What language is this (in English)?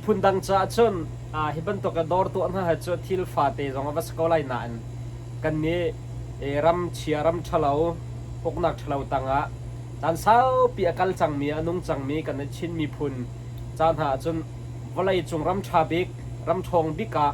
Hakha Chin